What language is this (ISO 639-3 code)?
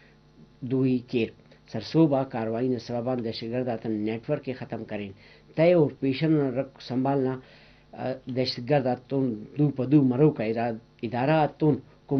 brh